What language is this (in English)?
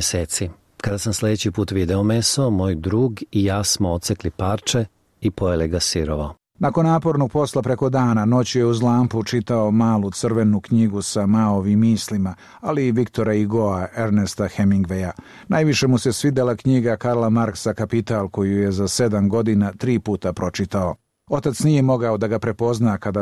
Bosnian